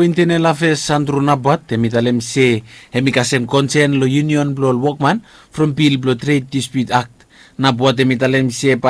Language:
Bislama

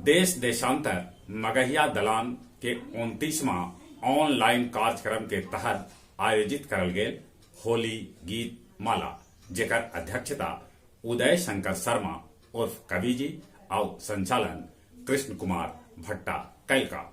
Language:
Magahi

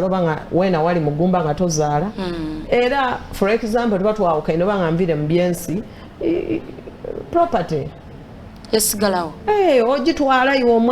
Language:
Soga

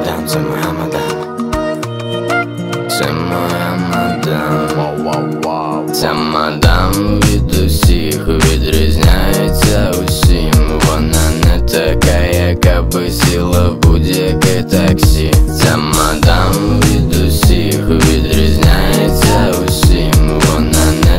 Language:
Ukrainian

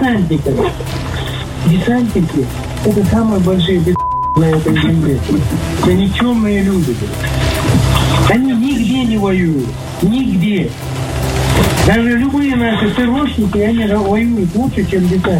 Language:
Russian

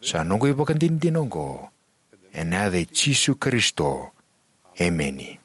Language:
Fijian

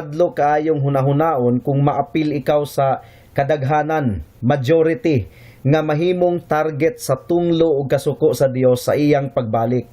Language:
Cebuano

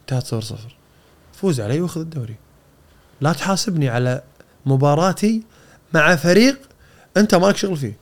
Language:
Gulf Arabic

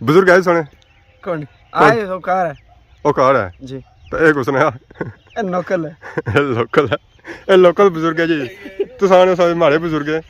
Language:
Pahari-Potwari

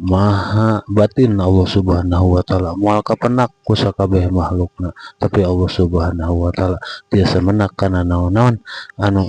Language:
Sundanese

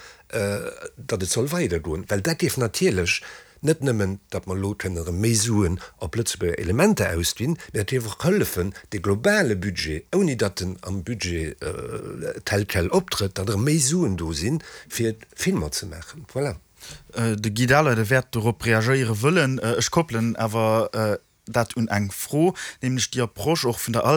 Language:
Luxembourgish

